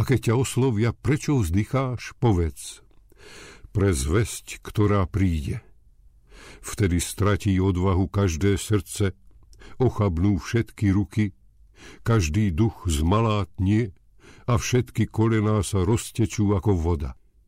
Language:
Slovak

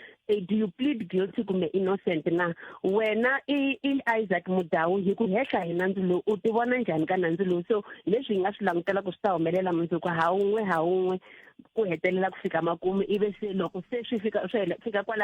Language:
Tsonga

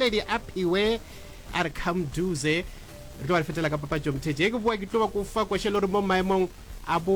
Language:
Northern Sotho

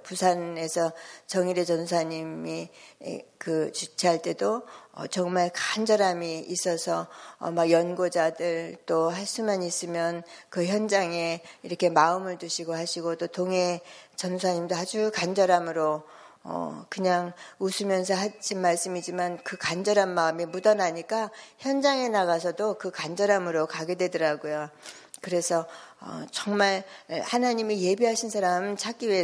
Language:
Korean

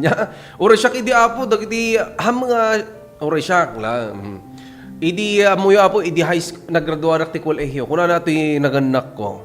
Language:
Iloko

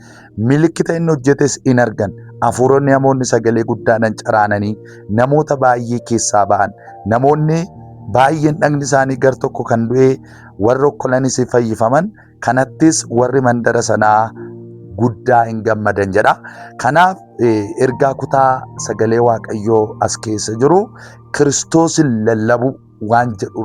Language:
Oromo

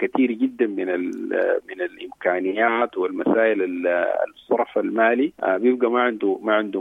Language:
Sudanese Arabic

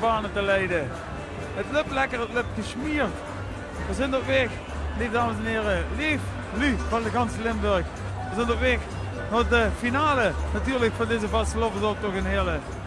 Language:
Limburgish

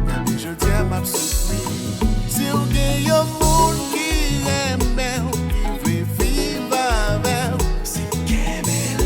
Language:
Haitian Creole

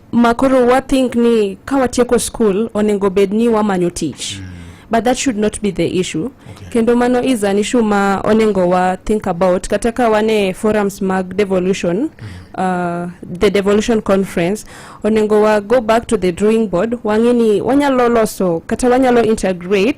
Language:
Luo (Kenya and Tanzania)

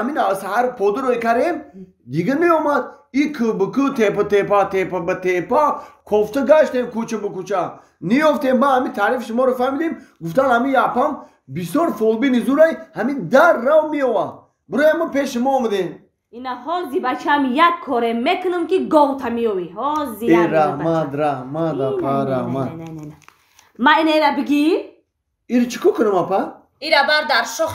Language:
Tajik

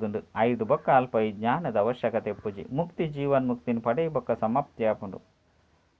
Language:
Tulu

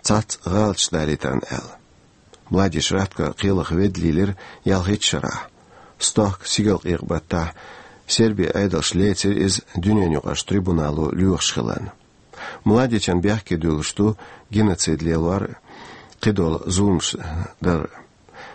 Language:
Chechen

